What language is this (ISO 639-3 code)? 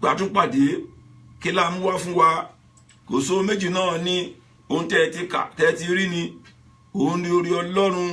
yor